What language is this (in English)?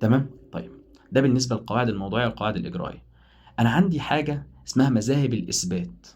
Egyptian Arabic